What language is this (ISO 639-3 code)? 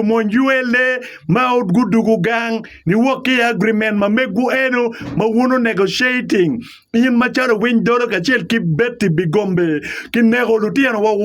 ach